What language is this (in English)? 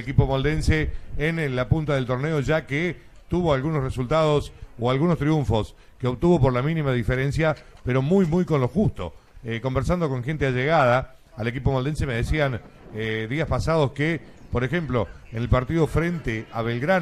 Spanish